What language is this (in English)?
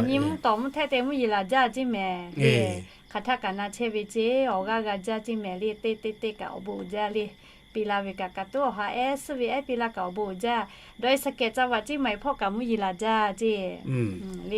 Lahu